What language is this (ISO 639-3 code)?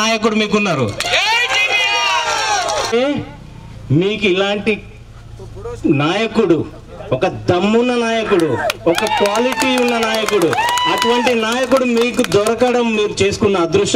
tel